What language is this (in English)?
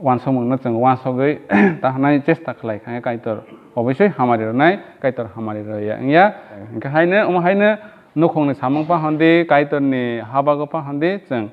Kok Borok